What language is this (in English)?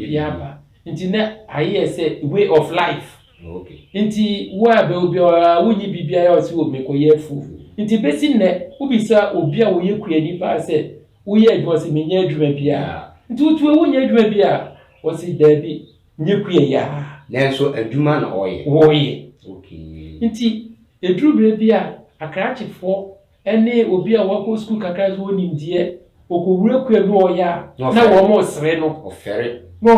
Akan